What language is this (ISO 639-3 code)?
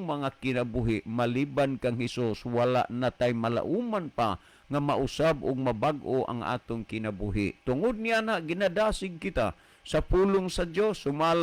ceb